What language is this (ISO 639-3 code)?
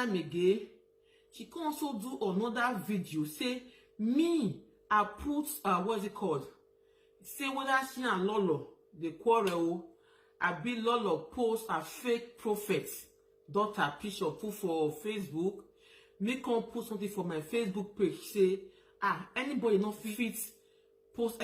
pcm